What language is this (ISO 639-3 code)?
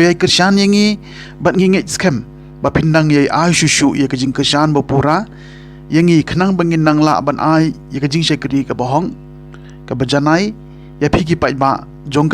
kha